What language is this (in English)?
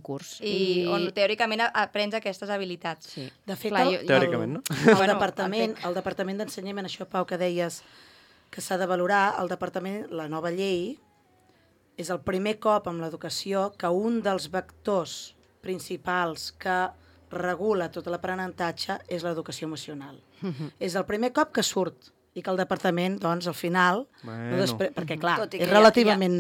Catalan